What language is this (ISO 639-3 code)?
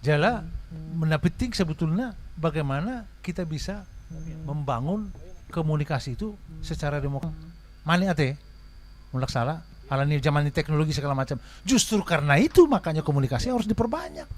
bbc